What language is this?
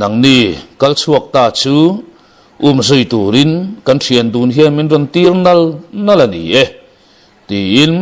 Mizo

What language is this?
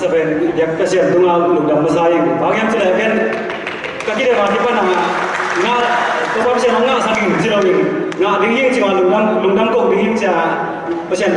Tedim Chin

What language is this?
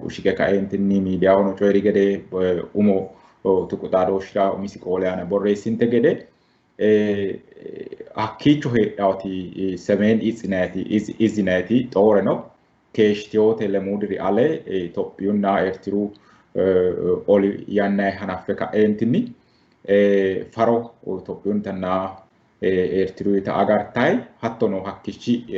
Sidamo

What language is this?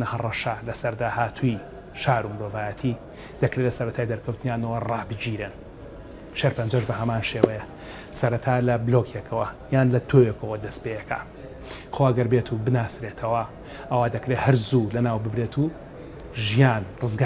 Central Kurdish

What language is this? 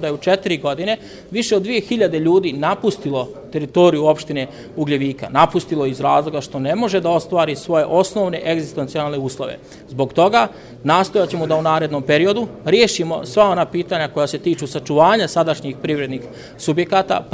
Serbian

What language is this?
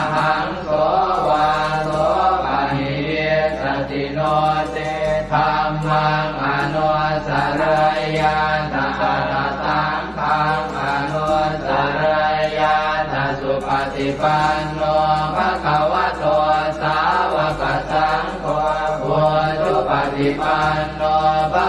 Pali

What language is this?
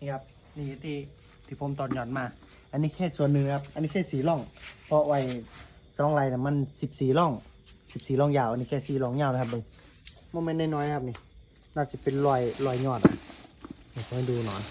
Northeastern Thai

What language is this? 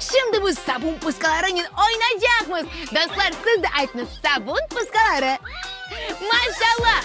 Crimean Tatar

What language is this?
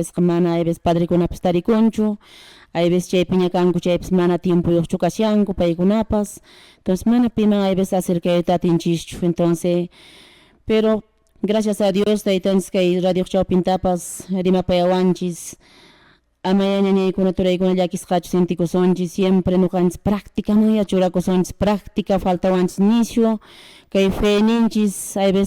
Quechua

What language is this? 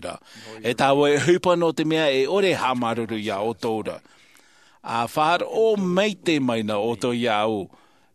Tahitian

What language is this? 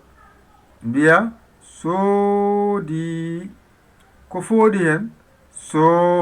Fula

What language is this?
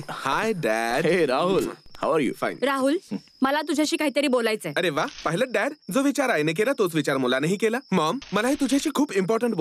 Marathi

